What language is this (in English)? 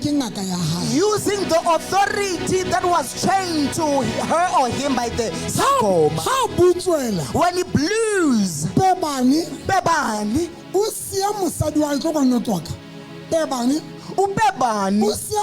Southern Sotho